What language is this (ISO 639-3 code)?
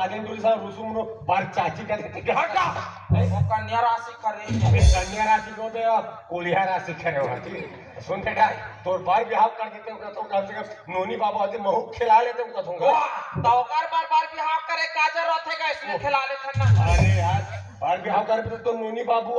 hne